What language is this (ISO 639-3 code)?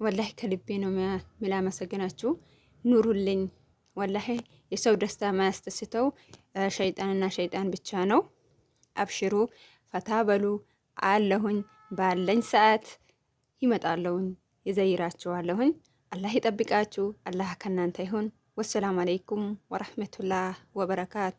amh